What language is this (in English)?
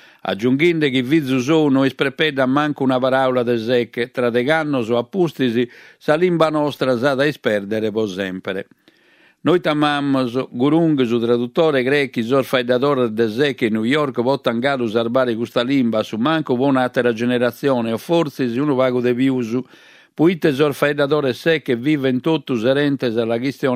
Sardinian